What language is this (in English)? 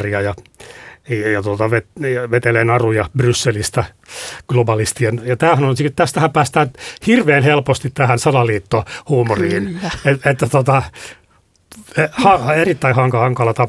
Finnish